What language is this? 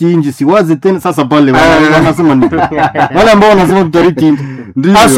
Swahili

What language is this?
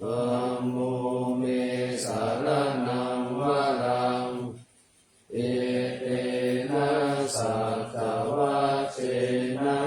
Pali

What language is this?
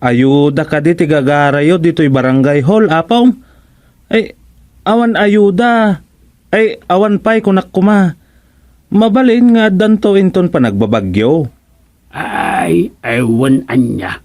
Iloko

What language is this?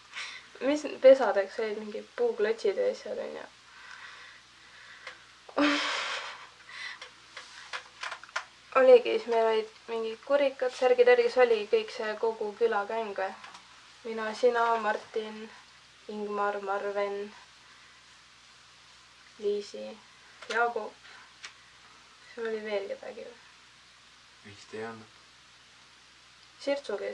Estonian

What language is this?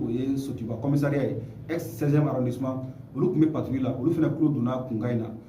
Bambara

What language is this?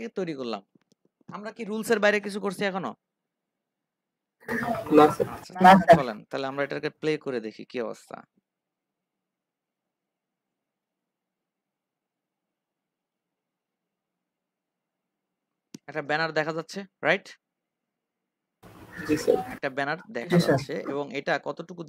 Bangla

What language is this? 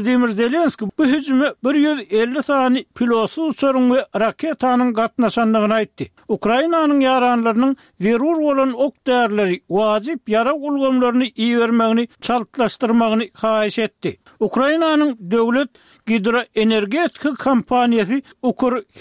Turkmen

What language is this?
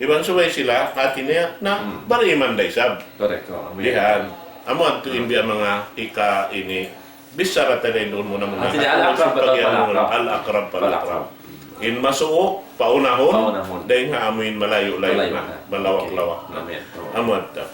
Tausug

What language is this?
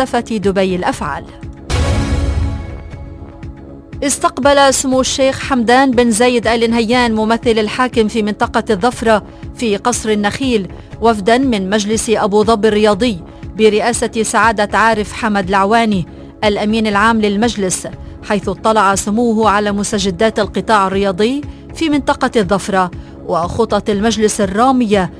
Arabic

